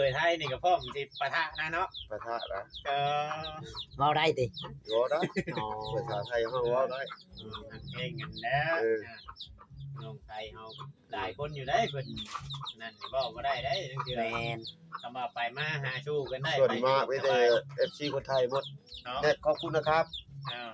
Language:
Northeastern Thai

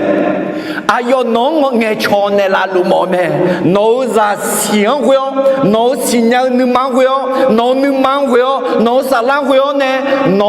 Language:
Akha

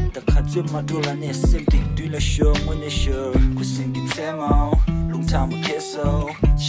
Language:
Tibetan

